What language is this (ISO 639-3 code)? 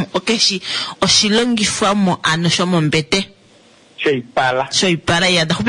kua